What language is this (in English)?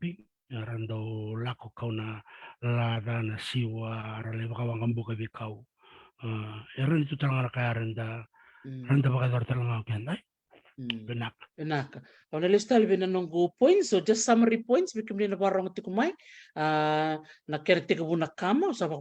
Fijian